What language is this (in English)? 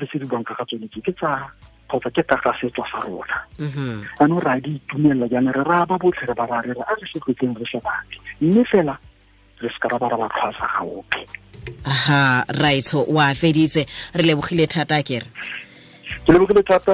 Tswana